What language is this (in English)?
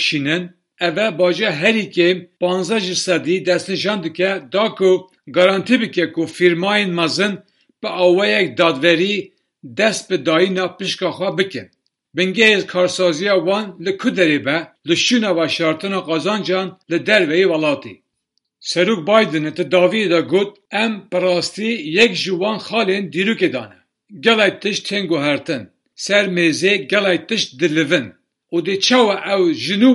Kurdish